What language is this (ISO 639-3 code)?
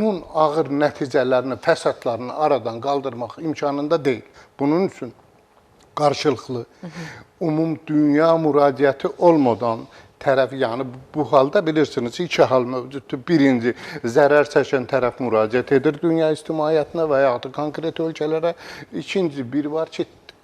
aze